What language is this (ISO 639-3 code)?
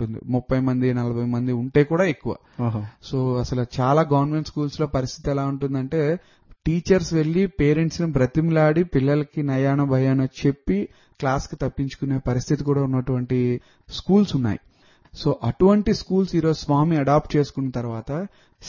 tel